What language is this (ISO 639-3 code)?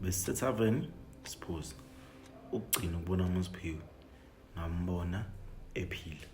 zul